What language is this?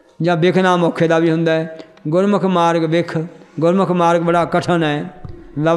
Punjabi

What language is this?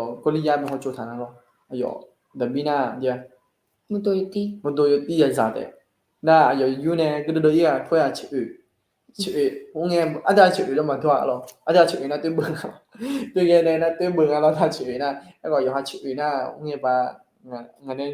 Akha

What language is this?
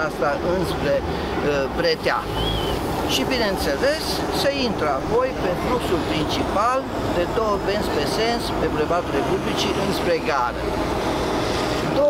Romanian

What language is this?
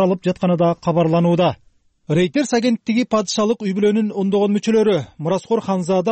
Kyrgyz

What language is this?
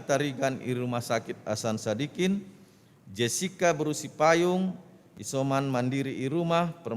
Batak Karo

